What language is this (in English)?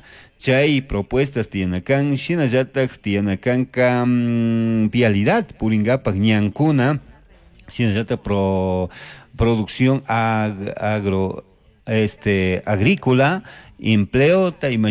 Chimborazo Highland Quichua